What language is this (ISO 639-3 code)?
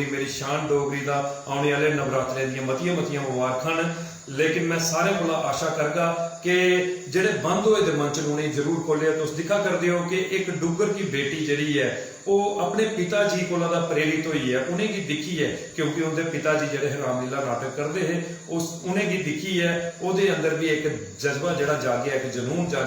doi